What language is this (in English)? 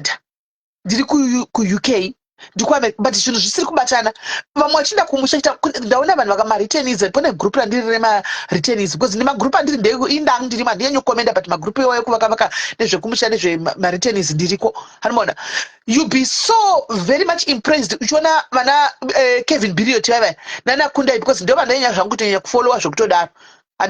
Shona